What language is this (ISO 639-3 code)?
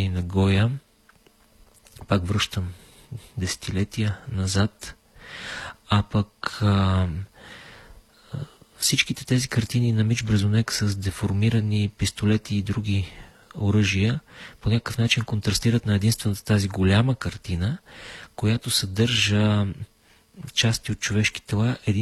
bul